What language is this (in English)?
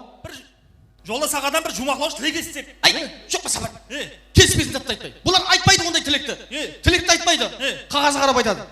Kara-Kalpak